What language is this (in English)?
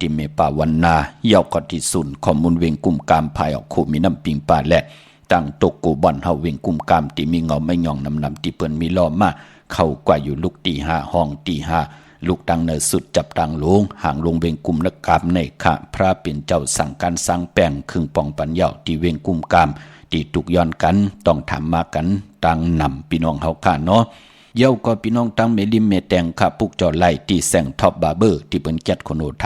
Shan